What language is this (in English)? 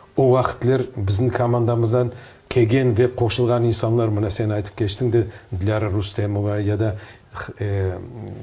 Crimean Tatar